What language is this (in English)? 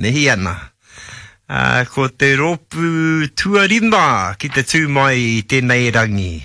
Māori